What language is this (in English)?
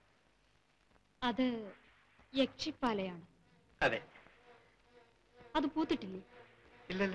Malayalam